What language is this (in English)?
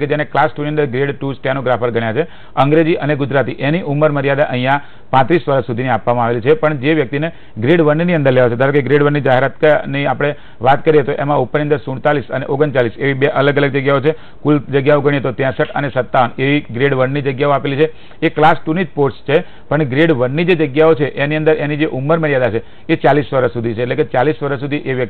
Gujarati